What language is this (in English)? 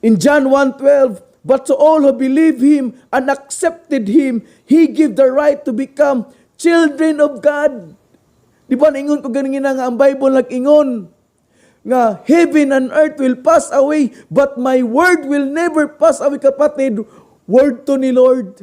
Cebuano